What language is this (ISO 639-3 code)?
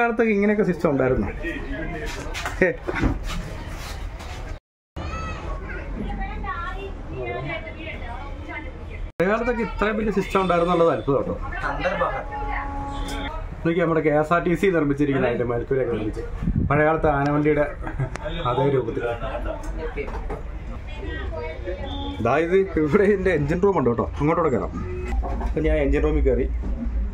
mal